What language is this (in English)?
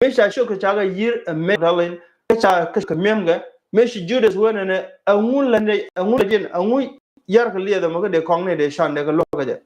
Nuer